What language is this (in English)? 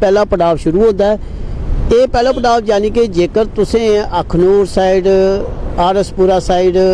Dogri